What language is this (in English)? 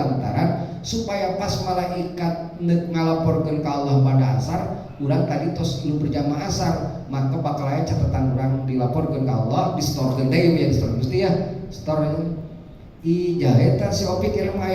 Sundanese